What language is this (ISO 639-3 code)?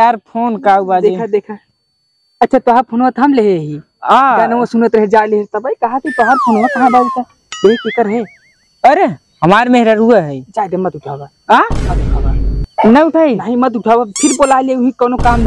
awa